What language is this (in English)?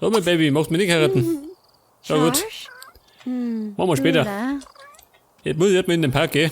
Bavarian